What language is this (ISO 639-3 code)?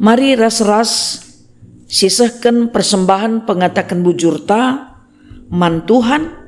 btx